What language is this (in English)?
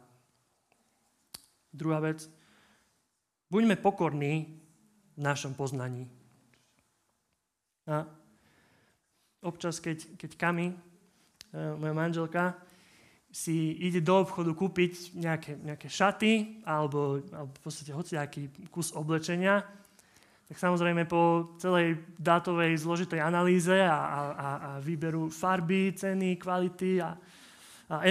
Slovak